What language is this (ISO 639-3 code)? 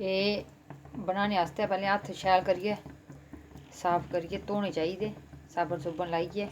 doi